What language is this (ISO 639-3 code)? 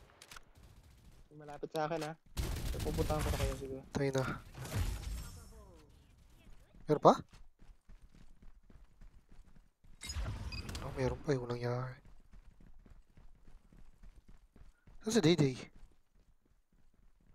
fil